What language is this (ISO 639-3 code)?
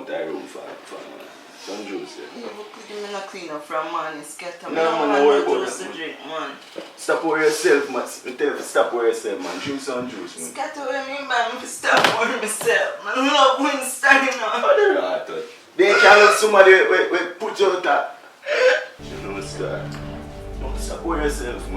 jam